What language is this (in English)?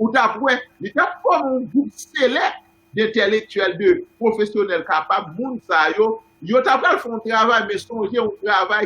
Haitian Creole